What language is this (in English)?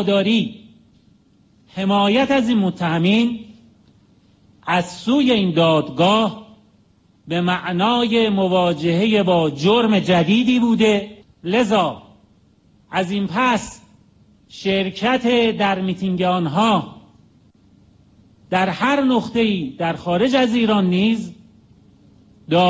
Persian